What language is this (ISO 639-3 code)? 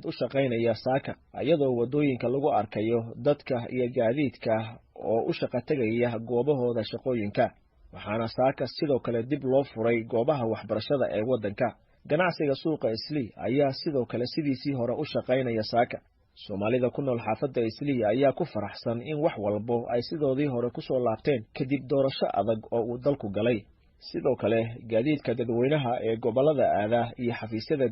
som